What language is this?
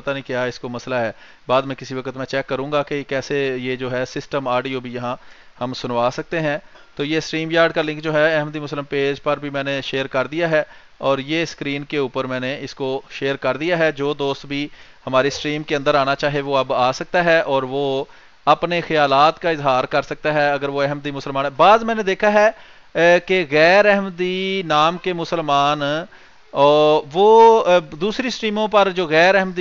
Urdu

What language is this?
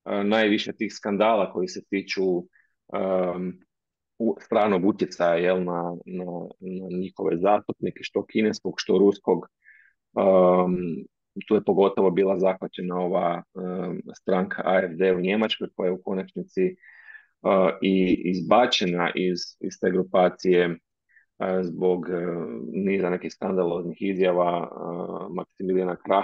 Croatian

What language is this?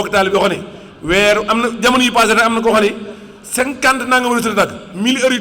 Wolof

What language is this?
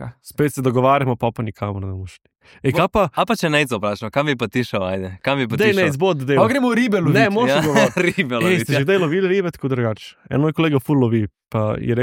Slovenian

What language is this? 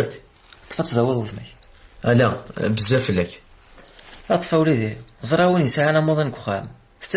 Kabyle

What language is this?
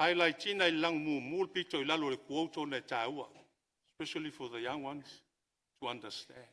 Samoan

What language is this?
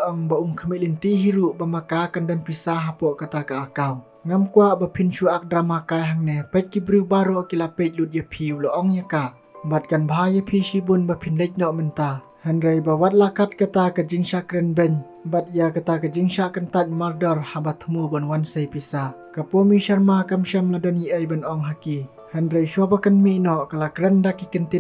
Khasi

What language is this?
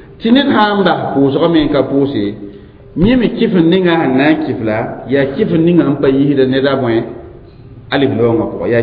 Mossi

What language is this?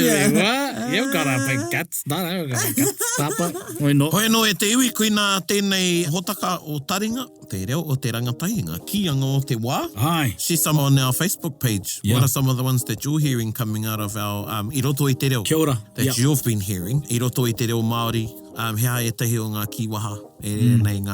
Māori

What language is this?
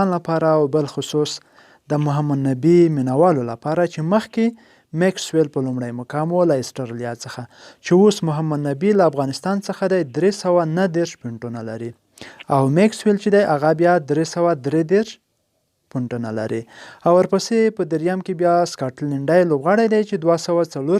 Pashto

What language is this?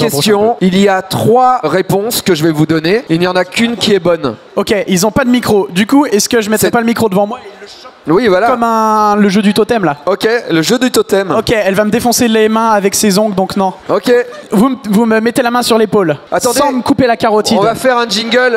French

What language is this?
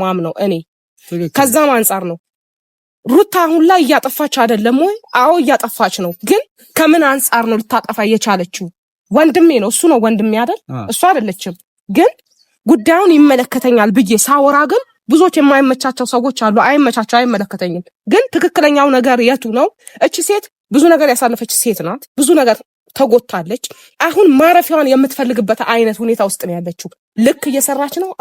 Amharic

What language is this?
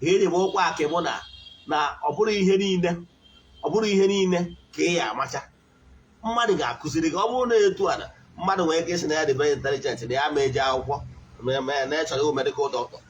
Igbo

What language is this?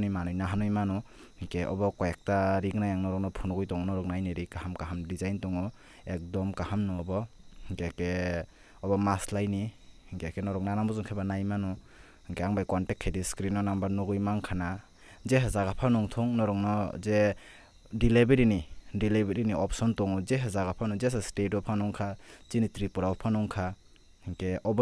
Kok Borok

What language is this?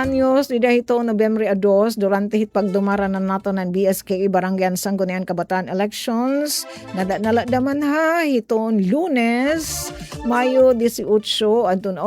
Waray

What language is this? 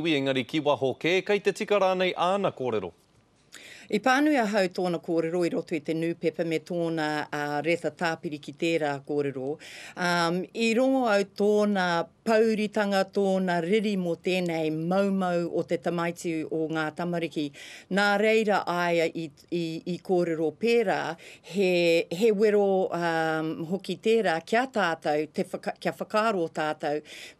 Māori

